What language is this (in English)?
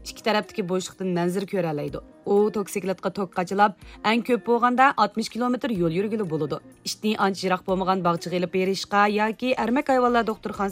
Uyghur